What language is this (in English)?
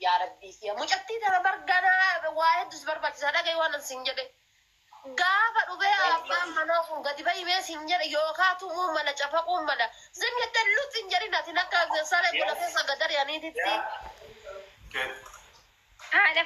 Oromo